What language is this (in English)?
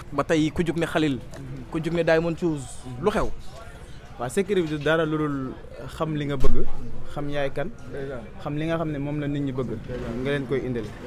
Wolof